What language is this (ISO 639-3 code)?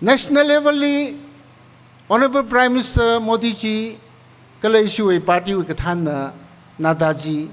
nmf